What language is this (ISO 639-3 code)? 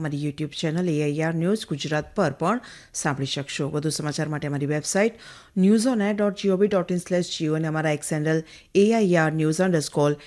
guj